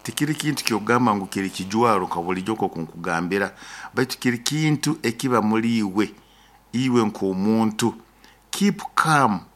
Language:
Nyoro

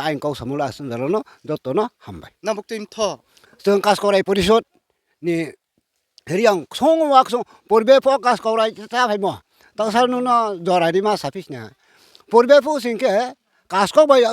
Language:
Riang (India)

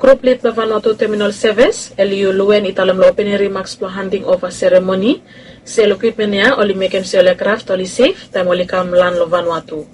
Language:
Bislama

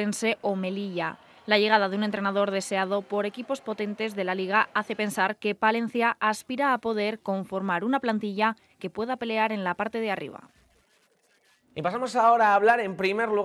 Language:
Spanish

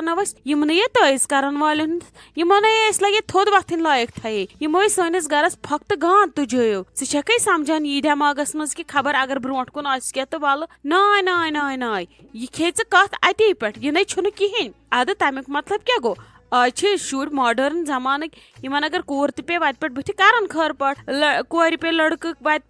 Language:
Kashmiri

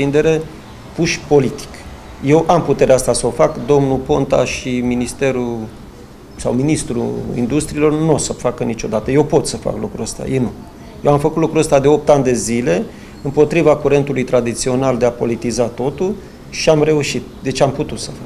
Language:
Romanian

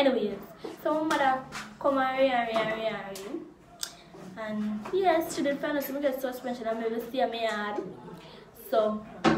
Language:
Jamaican Creole English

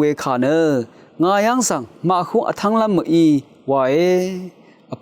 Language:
Rawang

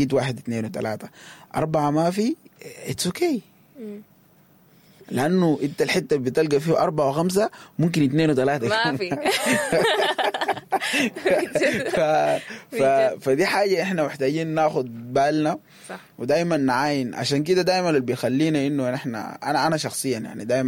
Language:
Sudanese Arabic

